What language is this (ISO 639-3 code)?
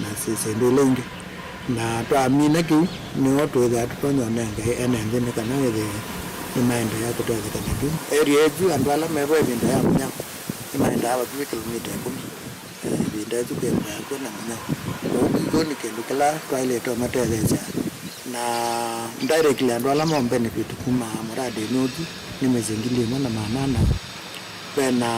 kam